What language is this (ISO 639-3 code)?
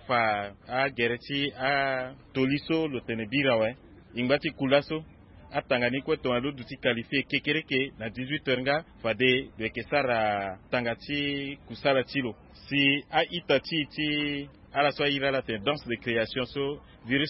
sag